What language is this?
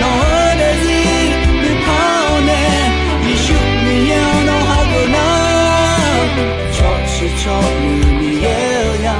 Akha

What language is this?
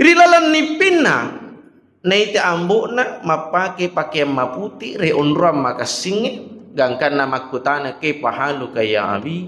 Buginese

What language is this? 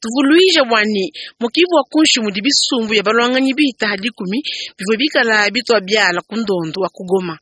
Luba-Lulua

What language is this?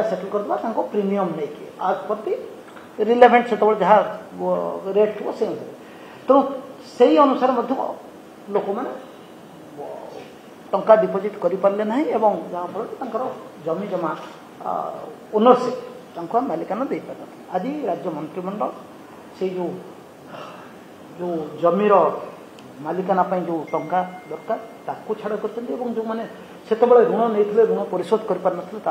Odia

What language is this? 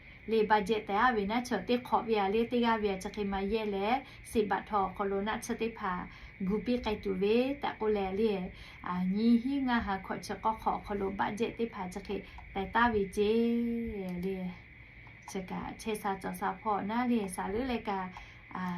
Lahu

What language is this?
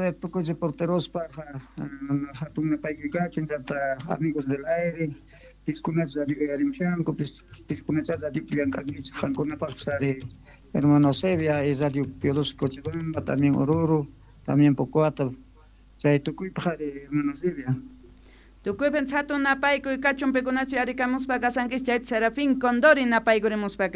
Quechua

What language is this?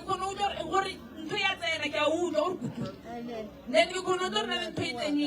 Northern Sotho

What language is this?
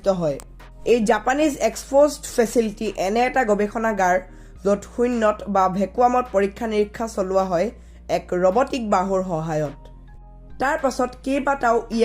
Assamese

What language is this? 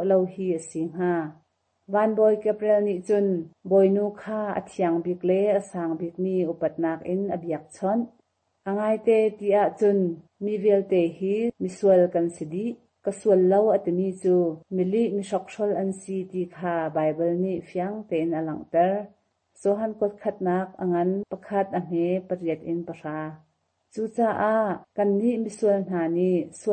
Hakha Chin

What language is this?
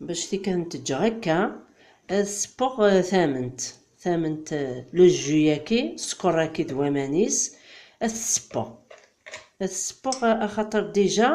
Kabyle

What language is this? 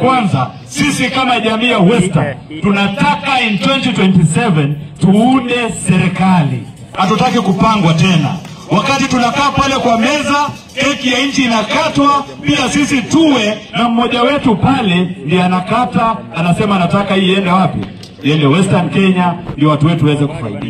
Swahili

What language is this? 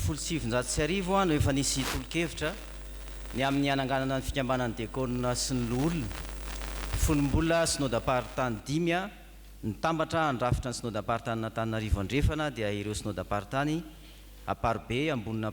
Malagasy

